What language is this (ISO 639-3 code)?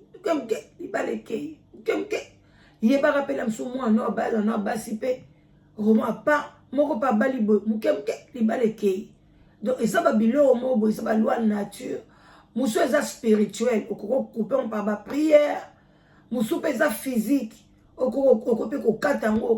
lin